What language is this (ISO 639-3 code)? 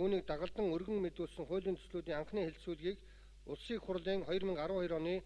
mon